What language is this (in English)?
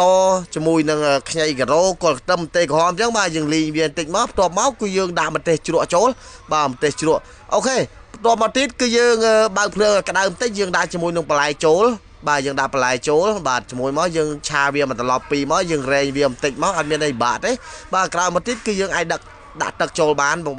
Khmer